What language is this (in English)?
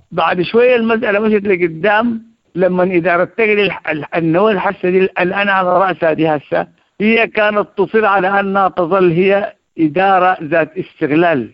Sudanese Arabic